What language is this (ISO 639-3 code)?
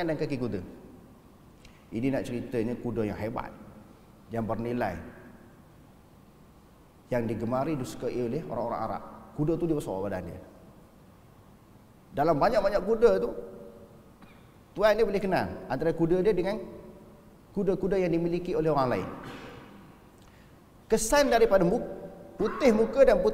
msa